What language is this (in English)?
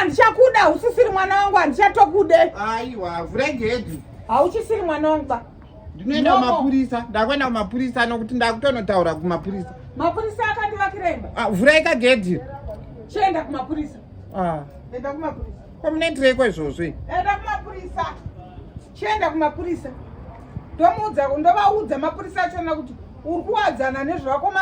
Shona